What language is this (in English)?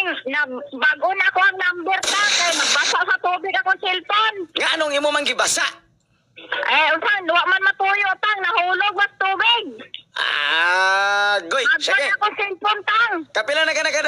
Cebuano